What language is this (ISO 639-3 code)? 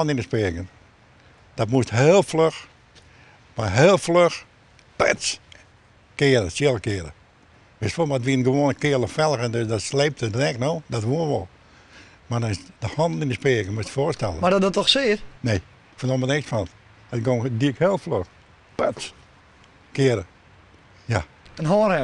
fry